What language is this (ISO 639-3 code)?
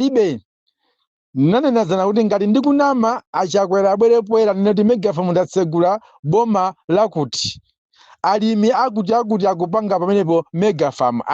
nya